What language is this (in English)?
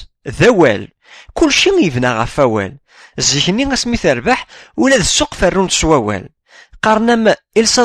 Kabyle